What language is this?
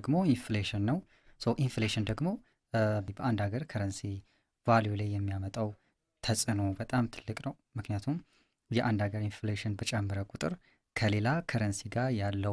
Amharic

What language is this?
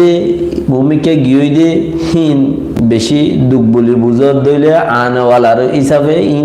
Rohingya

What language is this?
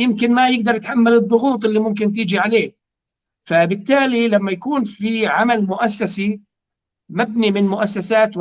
North Levantine Arabic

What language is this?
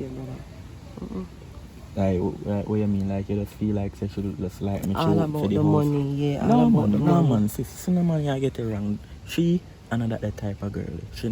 Jamaican Creole English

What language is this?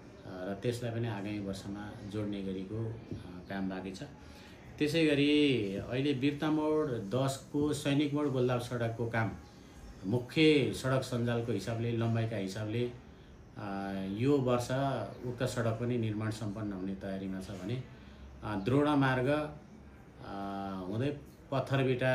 Nepali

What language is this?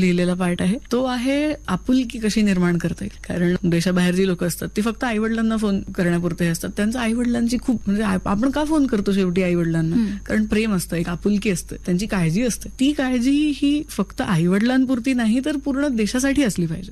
Marathi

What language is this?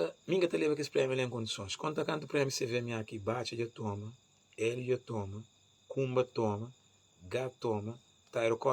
Kabuverdianu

